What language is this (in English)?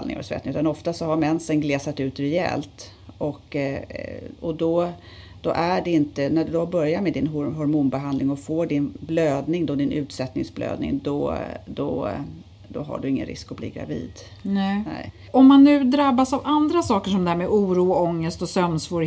Swedish